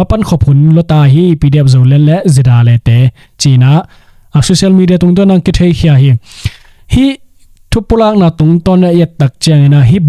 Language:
Tedim Chin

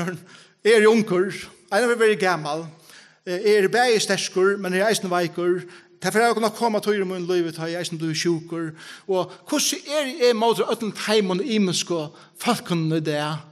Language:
Faroese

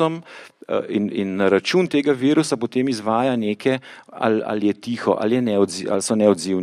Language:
Slovenian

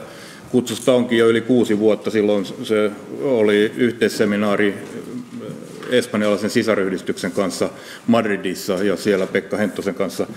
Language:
Finnish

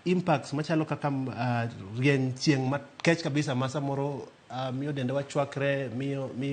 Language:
Luo (Kenya and Tanzania)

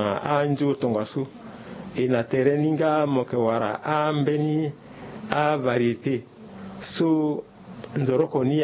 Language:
Sango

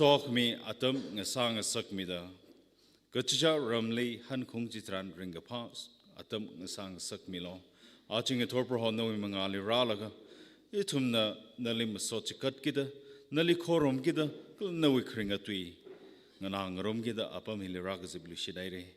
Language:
Tangkhul Naga (India)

